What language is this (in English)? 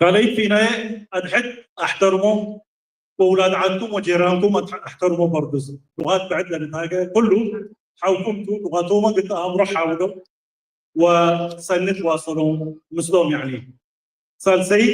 Tigre